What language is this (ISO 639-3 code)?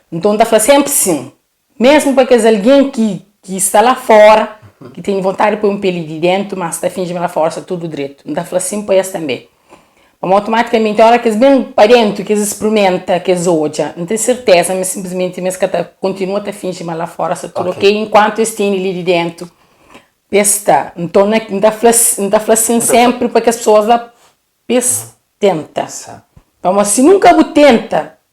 kea